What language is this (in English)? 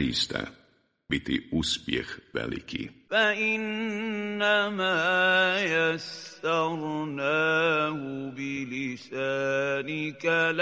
Bosnian